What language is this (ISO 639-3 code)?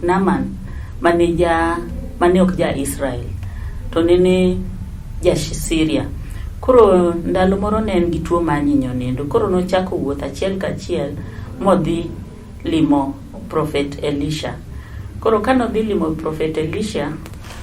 luo